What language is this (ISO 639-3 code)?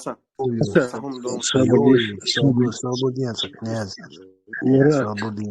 che